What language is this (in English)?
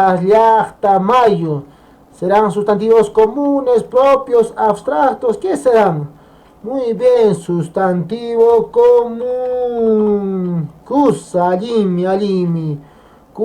Quechua